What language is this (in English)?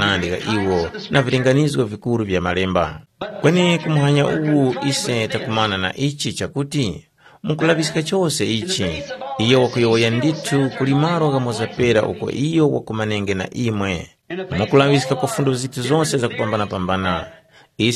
Tumbuka